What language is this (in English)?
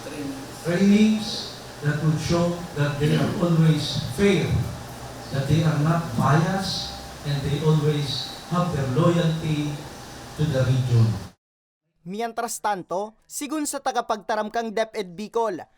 Bikol